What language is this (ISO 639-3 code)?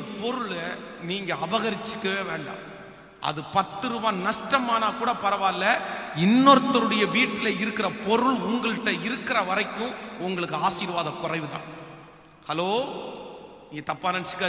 tam